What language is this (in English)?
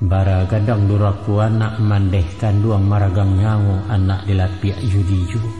Minangkabau